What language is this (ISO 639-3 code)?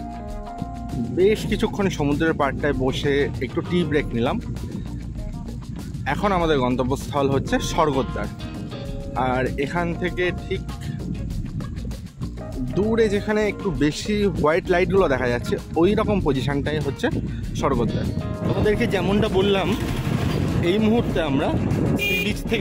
ben